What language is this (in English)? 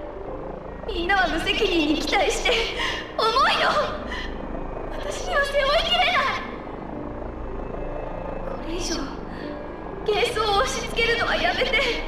Japanese